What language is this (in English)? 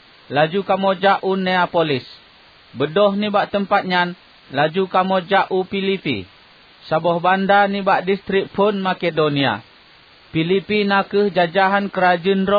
Achinese